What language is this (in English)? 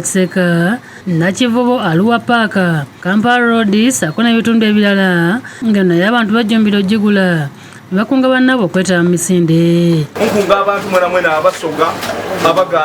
Ganda